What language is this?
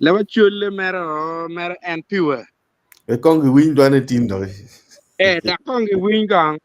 Acoli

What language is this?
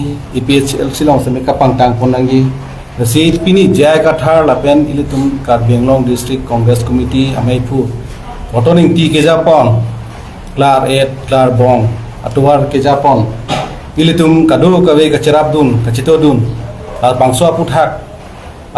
Karbi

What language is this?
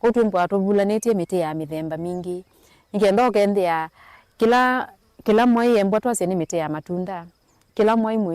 Kamba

